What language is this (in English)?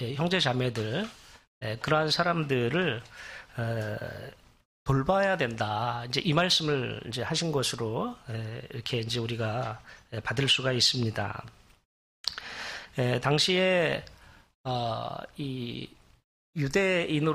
Korean